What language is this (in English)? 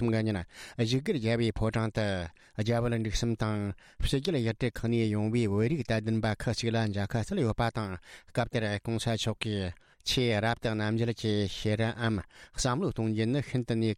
Tibetan